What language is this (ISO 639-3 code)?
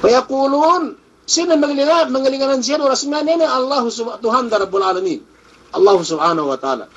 yka